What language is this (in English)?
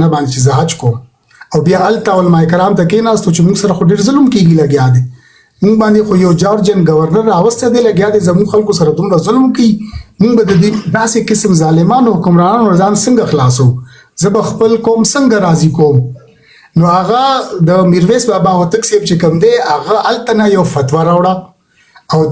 Pashto